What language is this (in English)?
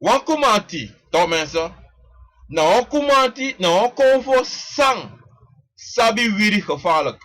Sranan Tongo